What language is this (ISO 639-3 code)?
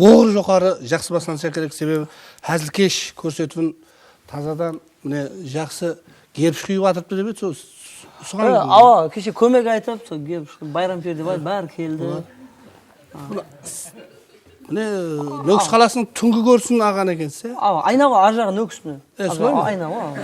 kaa